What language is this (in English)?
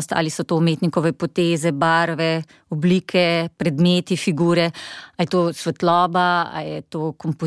Slovenian